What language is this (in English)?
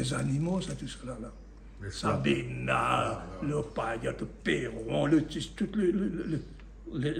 Réunion Creole French